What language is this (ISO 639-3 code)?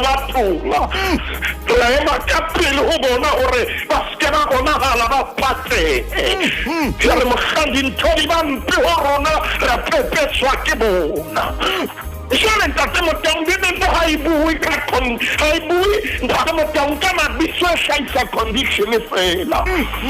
sot